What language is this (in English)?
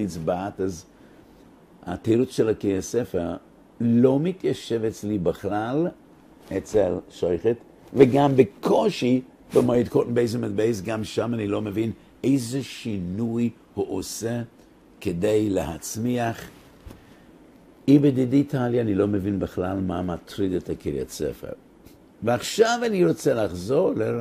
Hebrew